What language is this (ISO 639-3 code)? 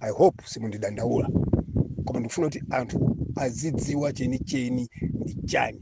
nya